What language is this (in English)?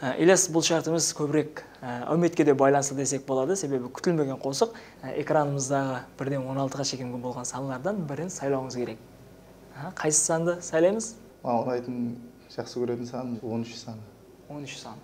Kara-Kalpak